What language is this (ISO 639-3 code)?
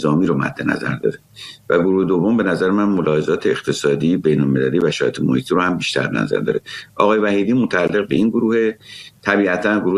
fas